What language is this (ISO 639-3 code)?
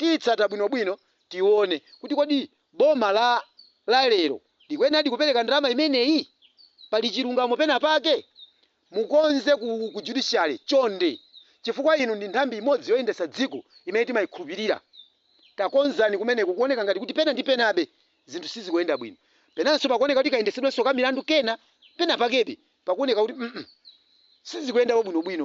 nya